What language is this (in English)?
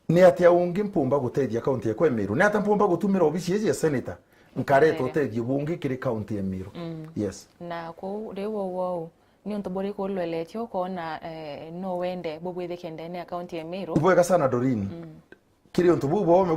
Meru